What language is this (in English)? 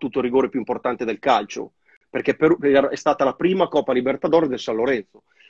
Italian